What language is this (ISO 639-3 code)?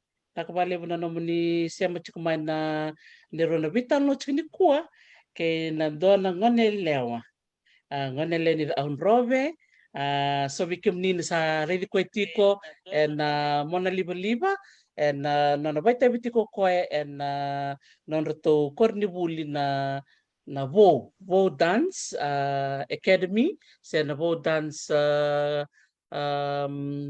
fij